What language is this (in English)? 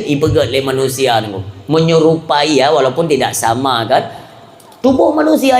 Achinese